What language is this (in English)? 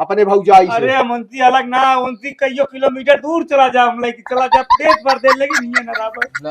Awadhi